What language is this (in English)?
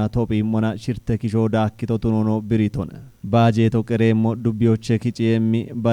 Kafa